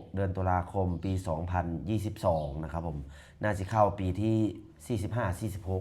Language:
Lao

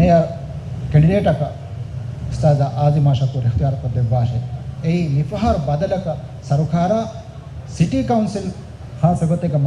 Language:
Divehi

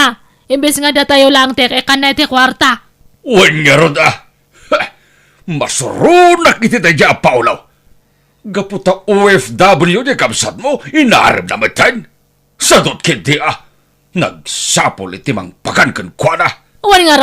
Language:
Iloko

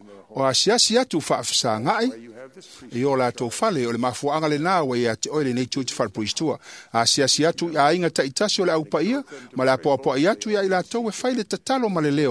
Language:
Samoan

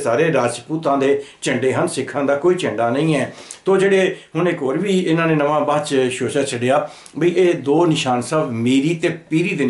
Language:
Punjabi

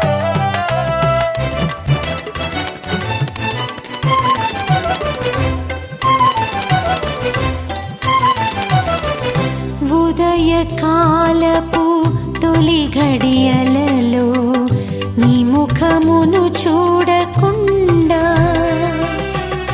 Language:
Telugu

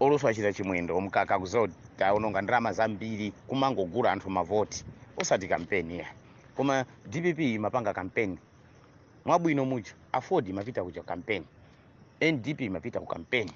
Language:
Nyanja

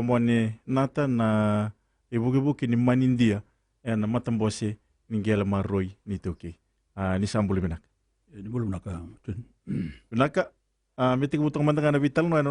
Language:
Fijian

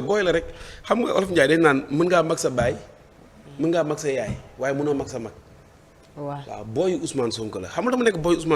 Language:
Wolof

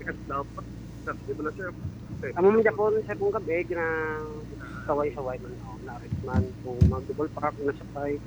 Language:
Hiligaynon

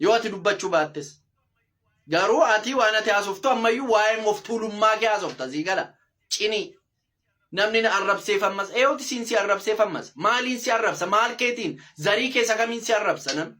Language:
Oromo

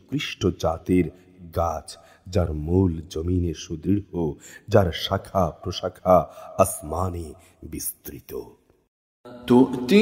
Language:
Bangla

